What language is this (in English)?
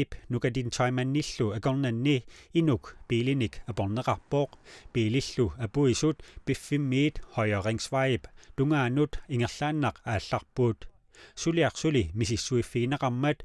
Kalaallisut